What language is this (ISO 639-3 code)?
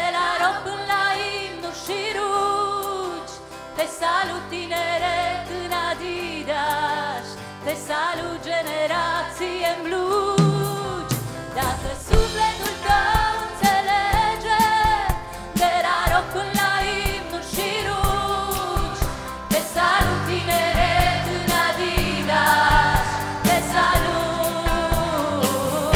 ron